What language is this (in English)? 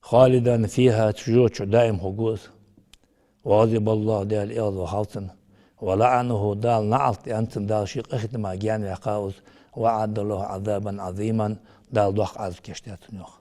Ingush